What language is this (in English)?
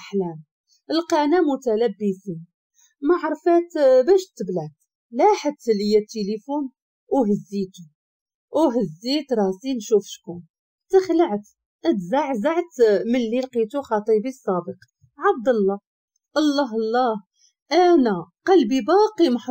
Moroccan Arabic